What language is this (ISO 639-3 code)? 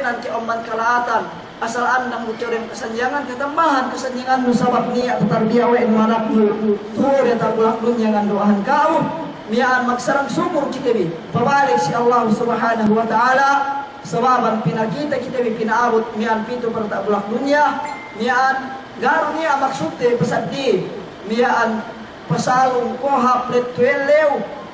yka